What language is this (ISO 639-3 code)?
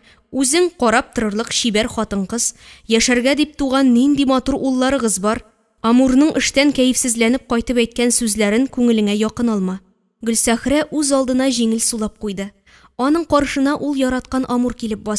tat